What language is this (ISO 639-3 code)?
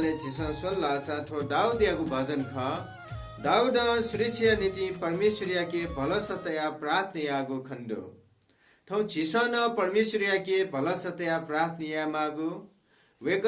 new